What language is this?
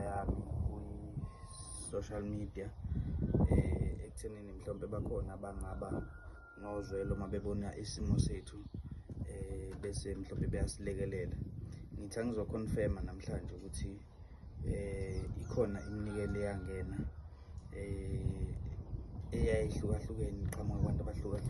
Zulu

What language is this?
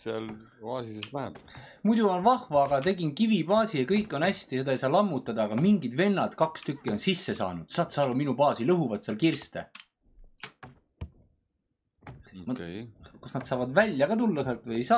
Estonian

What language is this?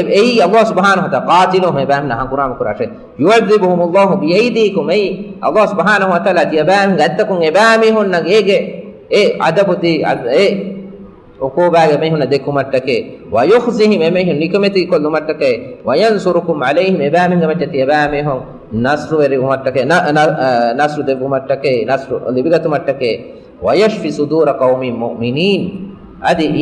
Divehi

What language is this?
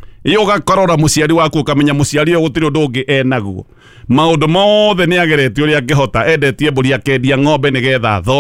Kikuyu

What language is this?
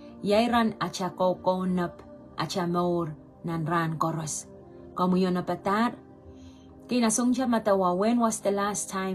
Pohnpeian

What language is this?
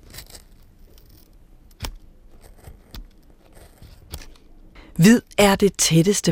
Danish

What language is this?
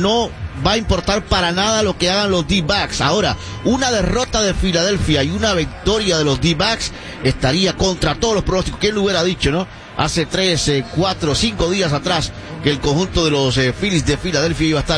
Spanish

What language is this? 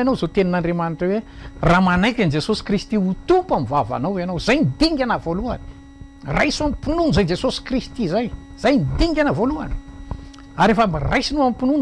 Malagasy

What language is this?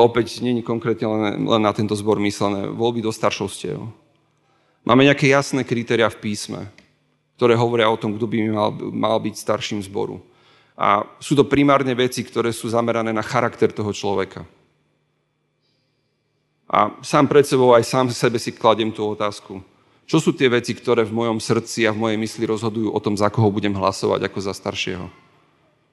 Slovak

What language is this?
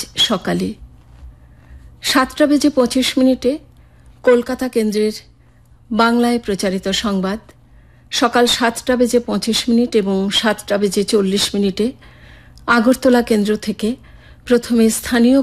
Bangla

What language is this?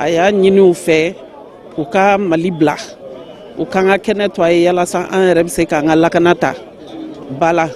Bambara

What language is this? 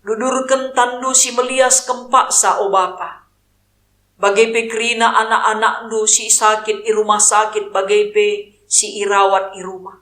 Batak Karo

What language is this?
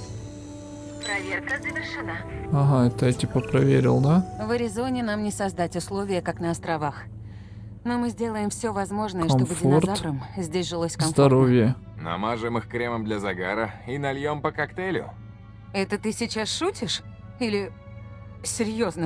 Russian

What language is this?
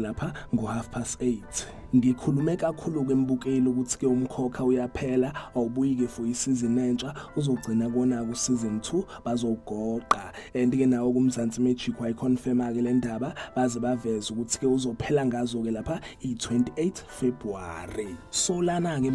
Zulu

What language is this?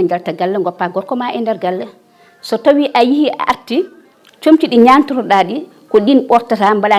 Fula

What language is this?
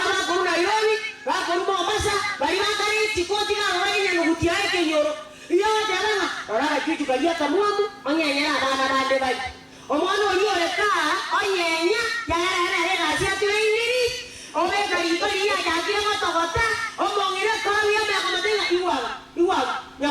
Gusii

